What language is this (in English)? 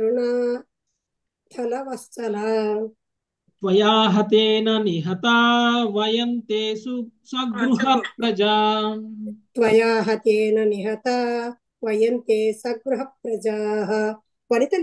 Telugu